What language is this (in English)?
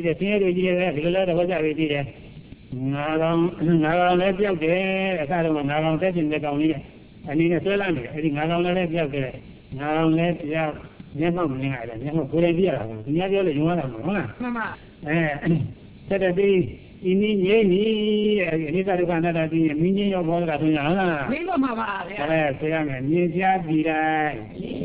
Burmese